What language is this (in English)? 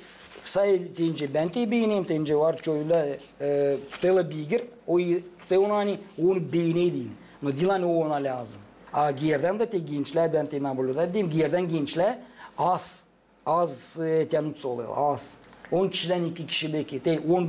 Gagauz